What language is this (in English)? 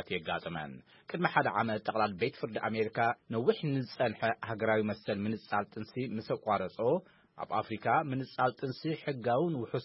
Tigrinya